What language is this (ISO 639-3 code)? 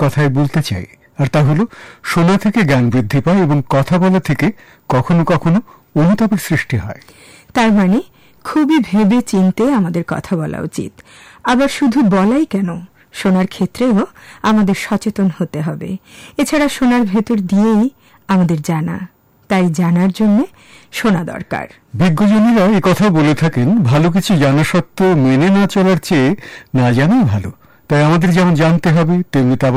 ben